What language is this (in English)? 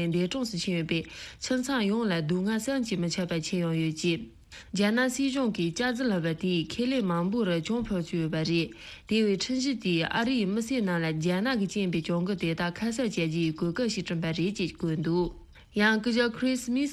Tibetan